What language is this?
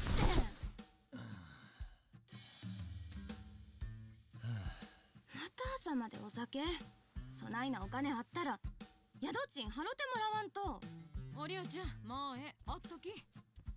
Japanese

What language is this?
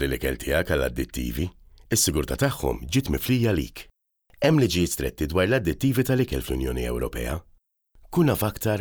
Maltese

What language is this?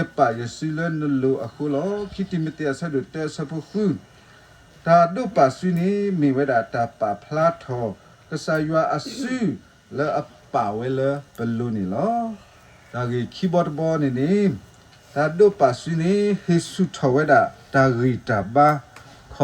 S'gaw Karen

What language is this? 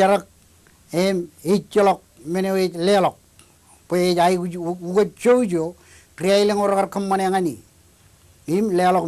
Marshallese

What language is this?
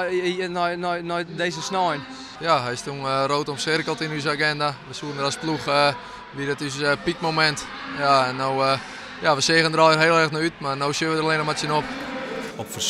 Western Frisian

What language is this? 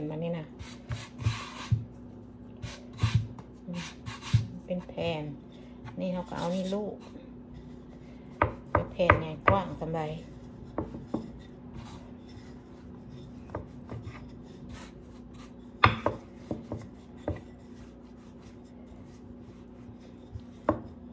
Thai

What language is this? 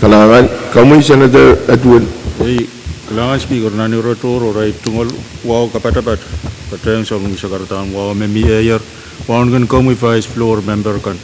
Pohnpeian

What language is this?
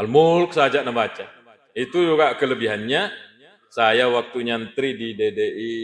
Buginese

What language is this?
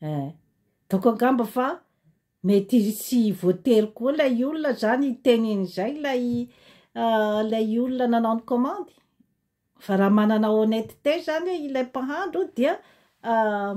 Malagasy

